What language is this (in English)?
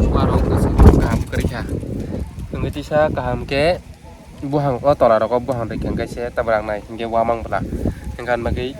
Kok Borok